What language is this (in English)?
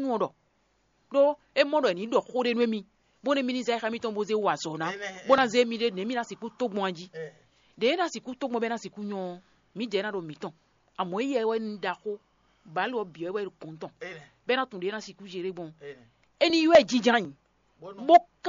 Fon